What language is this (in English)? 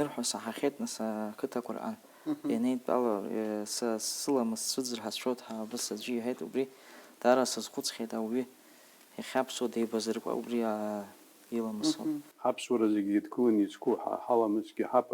Abkhazian